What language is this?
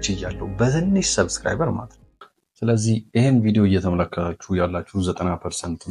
Amharic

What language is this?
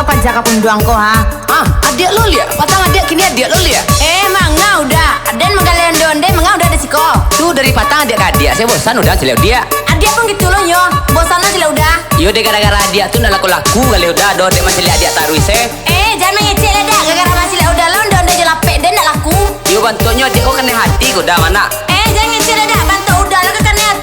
Minangkabau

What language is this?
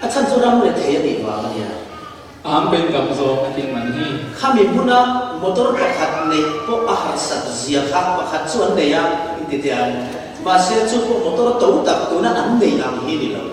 Falam Chin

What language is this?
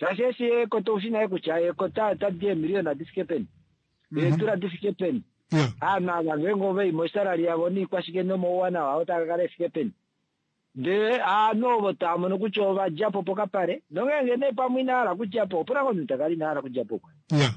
Kuanyama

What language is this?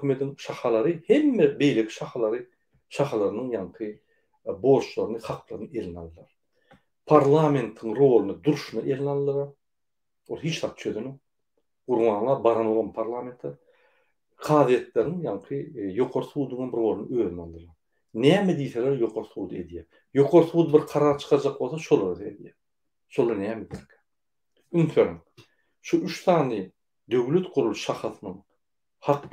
Turkmen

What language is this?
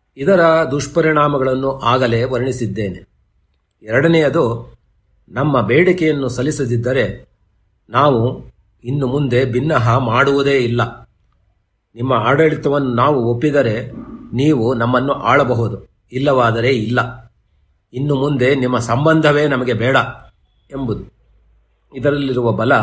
Kannada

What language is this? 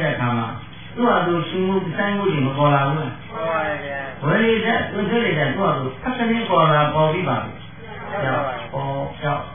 Burmese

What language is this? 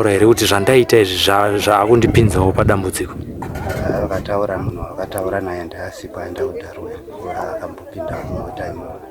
Shona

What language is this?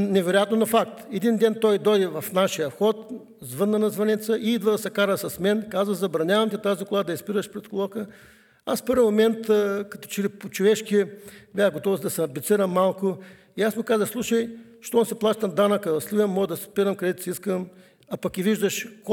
Bulgarian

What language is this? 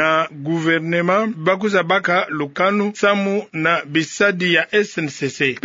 Kituba (Democratic Republic of Congo)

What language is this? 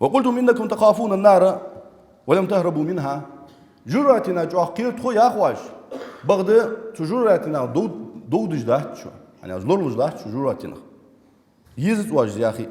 Ingush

